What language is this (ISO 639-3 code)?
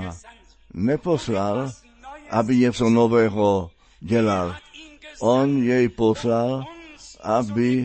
ces